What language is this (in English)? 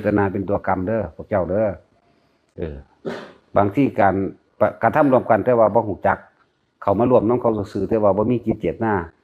Northeastern Thai